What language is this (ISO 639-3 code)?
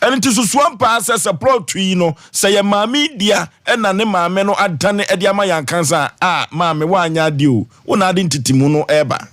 aka